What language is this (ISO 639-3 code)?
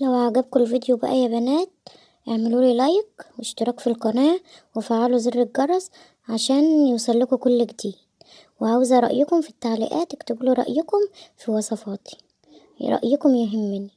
arz